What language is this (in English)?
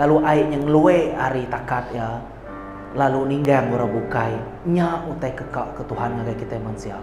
Iban